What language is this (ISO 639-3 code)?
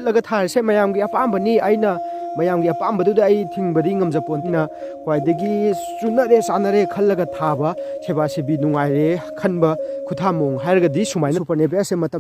mni